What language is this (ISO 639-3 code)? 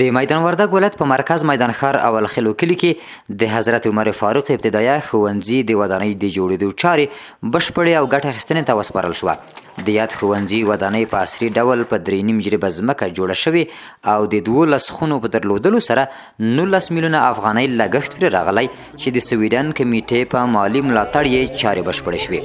pus